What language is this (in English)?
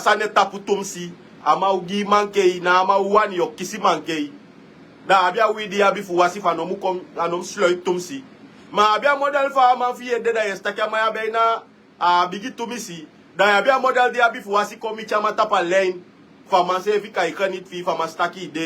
Sranan Tongo